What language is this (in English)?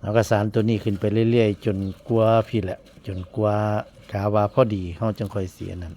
Northeastern Thai